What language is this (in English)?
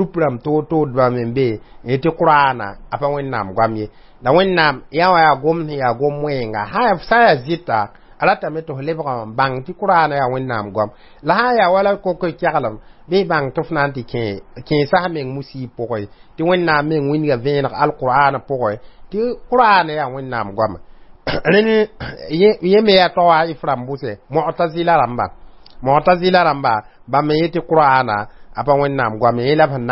Mossi